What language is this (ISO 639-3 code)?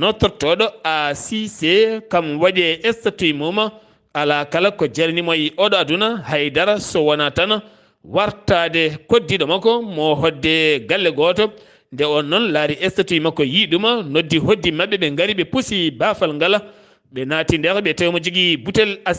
ful